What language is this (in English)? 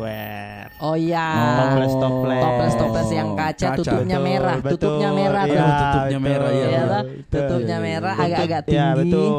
Makassar Malay